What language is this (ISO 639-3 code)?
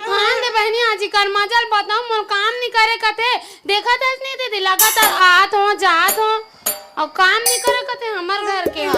hne